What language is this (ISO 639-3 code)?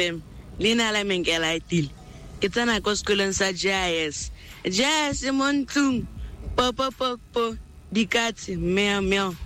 tsn